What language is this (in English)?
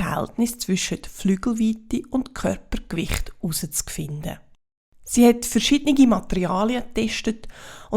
Swiss German